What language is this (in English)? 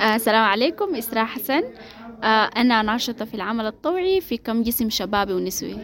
Sudanese Arabic